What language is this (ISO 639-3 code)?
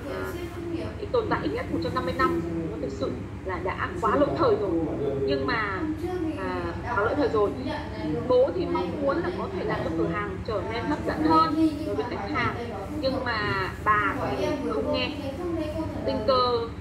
vie